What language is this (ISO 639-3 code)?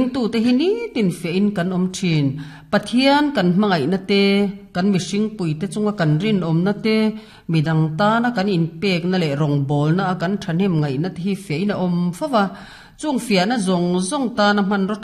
lus